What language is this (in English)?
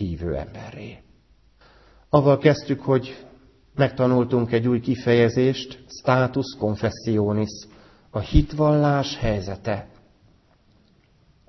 Hungarian